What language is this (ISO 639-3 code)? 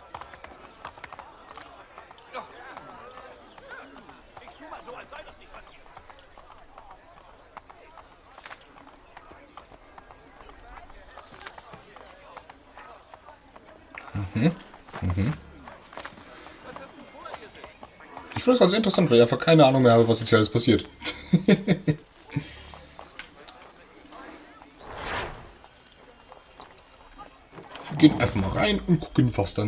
deu